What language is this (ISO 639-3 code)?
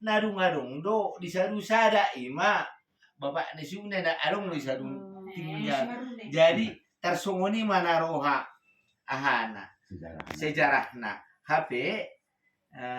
bbc